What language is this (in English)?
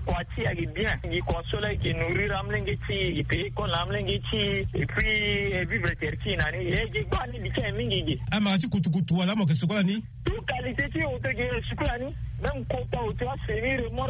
Sango